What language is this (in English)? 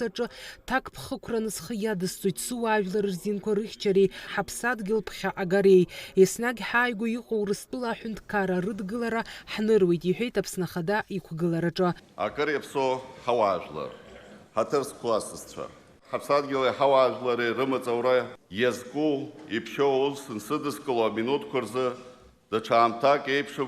Abkhazian